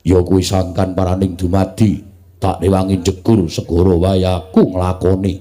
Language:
Javanese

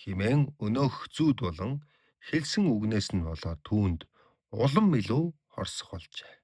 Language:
Mongolian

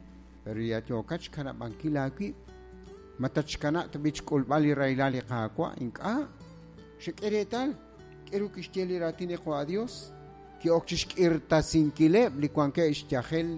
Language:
Kekchí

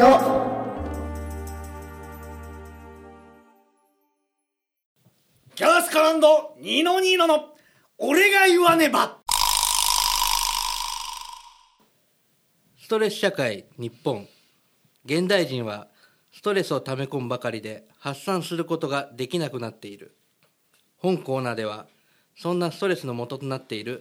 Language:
Japanese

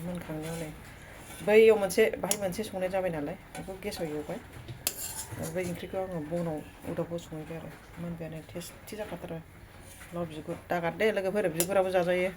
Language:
Bodo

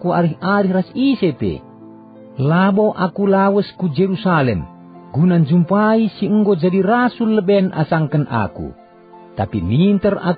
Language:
Batak Karo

